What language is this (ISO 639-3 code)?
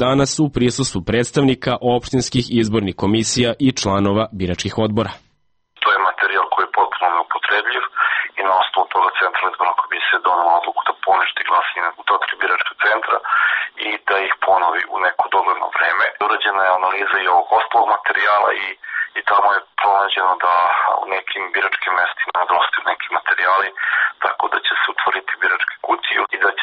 srp